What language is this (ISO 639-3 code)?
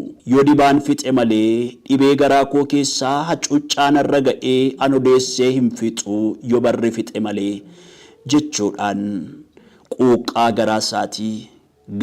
orm